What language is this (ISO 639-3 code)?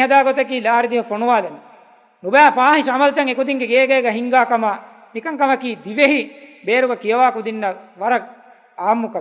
div